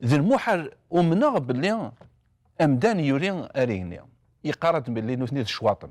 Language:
Kabyle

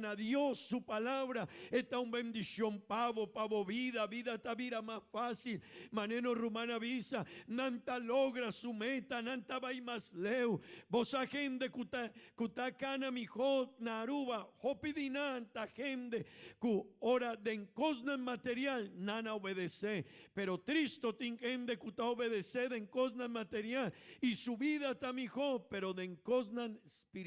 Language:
Papiamento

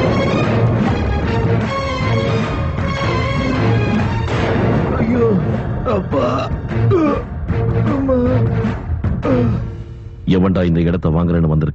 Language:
Tamil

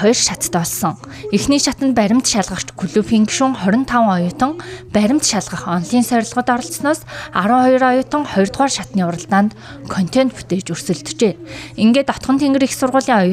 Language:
Mongolian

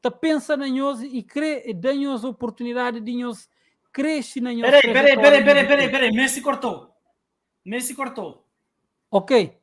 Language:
Kabuverdianu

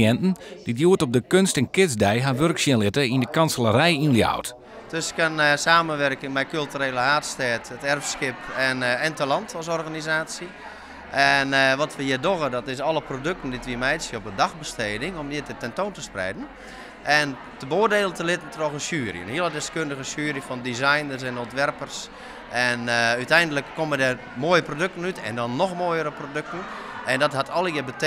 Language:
Western Frisian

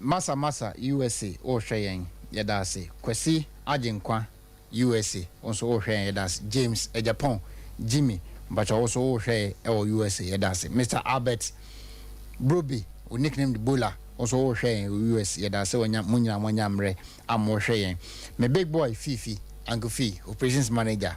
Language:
Akan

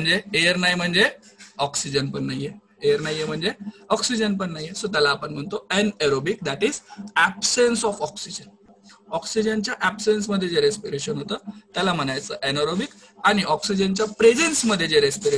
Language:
Marathi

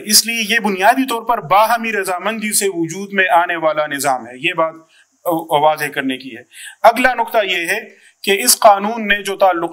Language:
Urdu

